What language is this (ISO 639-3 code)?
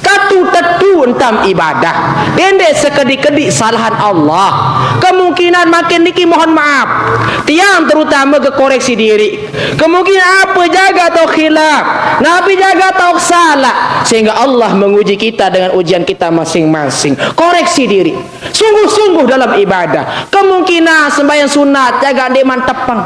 sas